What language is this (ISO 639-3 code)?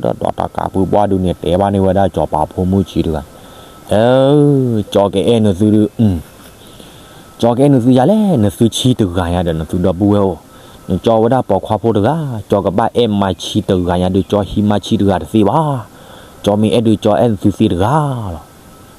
ksw